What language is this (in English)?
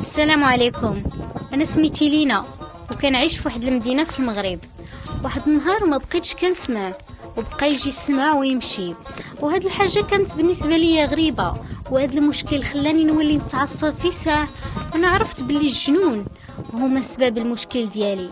Moroccan Arabic